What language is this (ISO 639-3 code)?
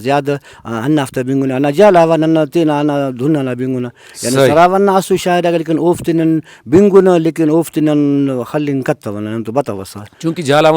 brh